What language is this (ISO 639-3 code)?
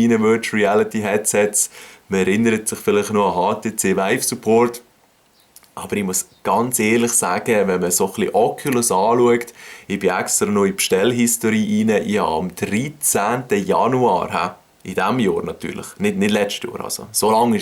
gsw